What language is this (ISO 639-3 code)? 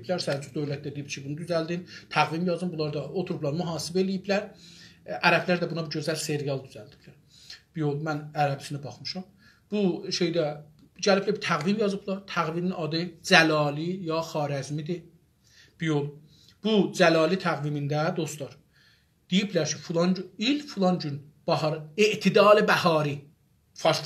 azb